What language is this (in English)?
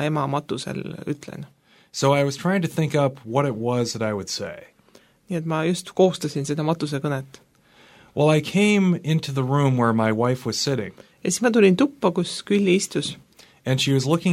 Estonian